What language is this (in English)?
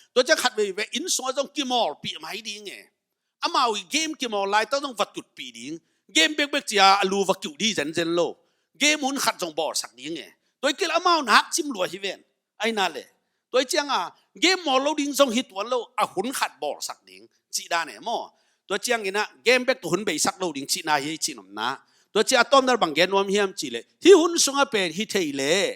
Tedim Chin